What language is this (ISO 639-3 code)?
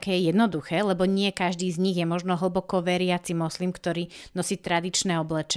slk